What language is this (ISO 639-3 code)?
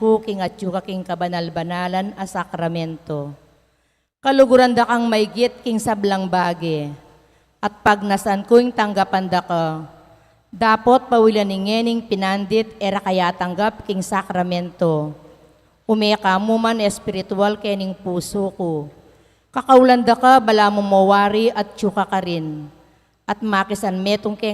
pam